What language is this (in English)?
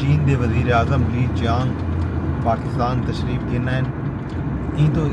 Saraiki